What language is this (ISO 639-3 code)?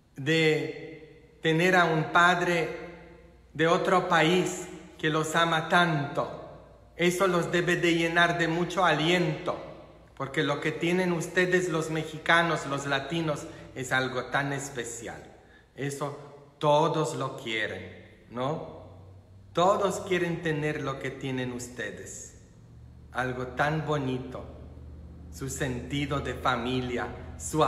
spa